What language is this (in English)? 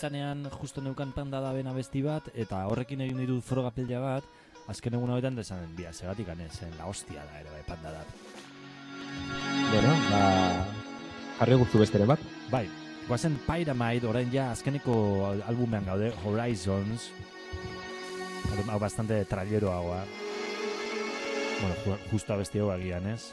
Basque